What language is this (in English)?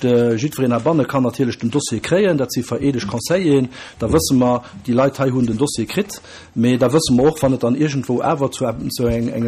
Luxembourgish